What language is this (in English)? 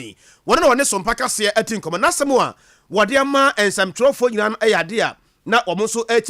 Akan